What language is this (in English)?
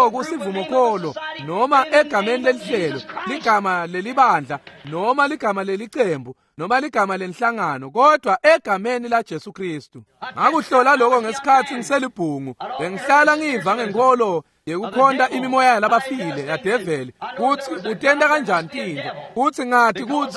Swati